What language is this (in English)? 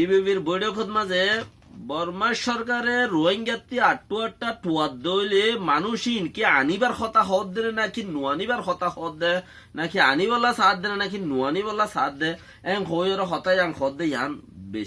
Rohingya